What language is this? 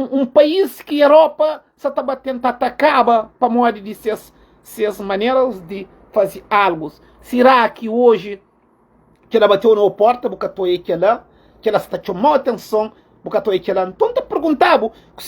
Kabuverdianu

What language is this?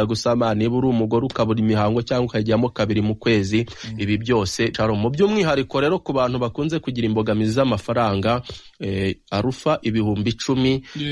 Kinyarwanda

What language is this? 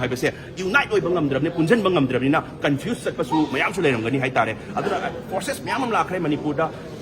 Manipuri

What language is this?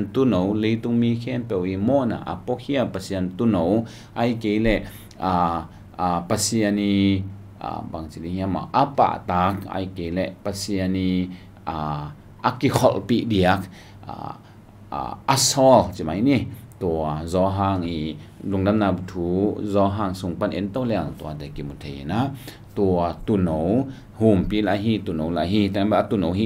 Tedim Chin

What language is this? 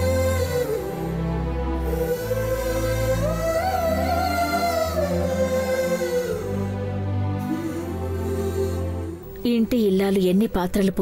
Telugu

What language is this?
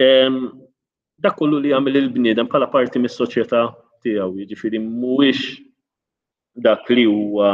Maltese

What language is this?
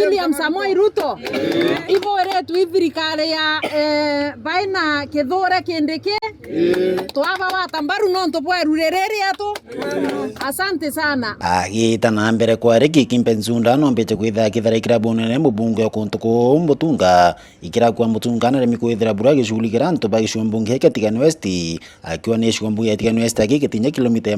Meru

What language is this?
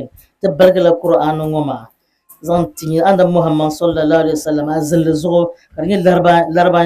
Dagbani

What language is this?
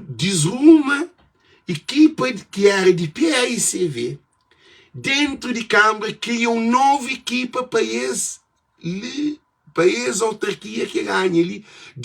Kabuverdianu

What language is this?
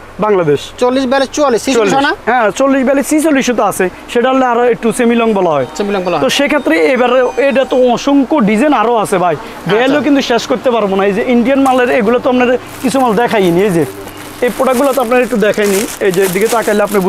Bangla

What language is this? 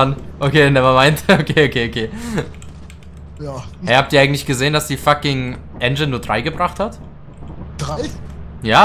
German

